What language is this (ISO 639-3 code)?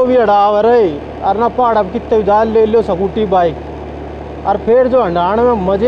bgc